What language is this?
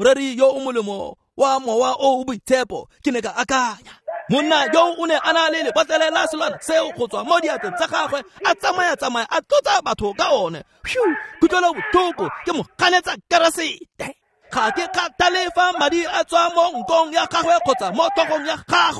Tswana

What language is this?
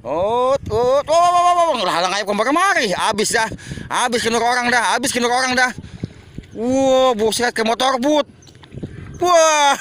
Betawi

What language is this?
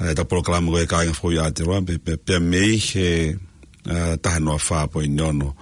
Tongan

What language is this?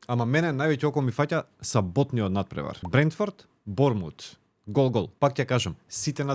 Macedonian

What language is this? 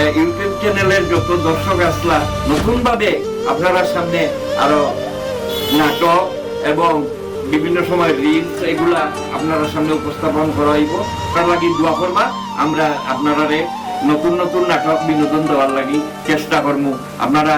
Sylheti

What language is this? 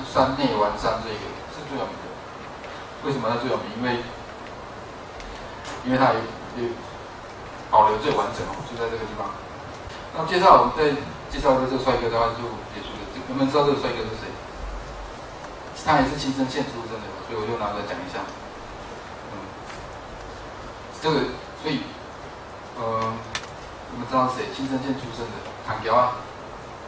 Chinese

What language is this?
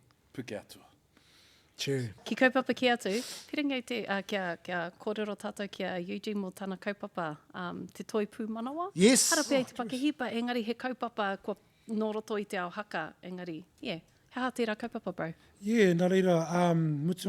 Māori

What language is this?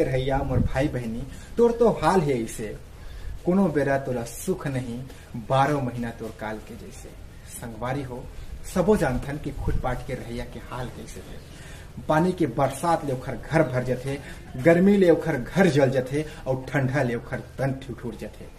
Chhattisgarhi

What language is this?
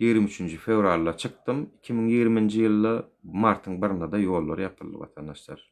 Turkmen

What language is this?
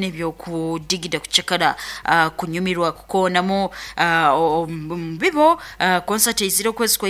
Nyankole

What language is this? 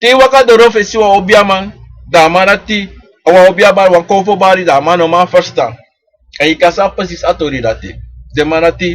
Sranan Tongo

